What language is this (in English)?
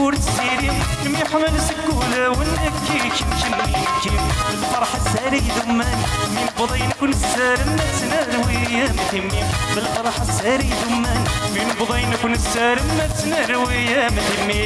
Kabyle